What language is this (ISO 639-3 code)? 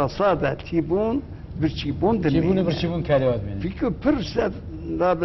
kur